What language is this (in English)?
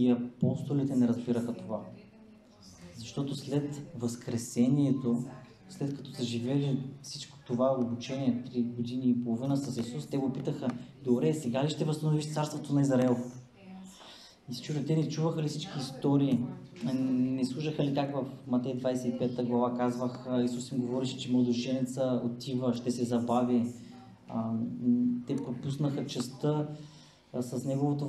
Bulgarian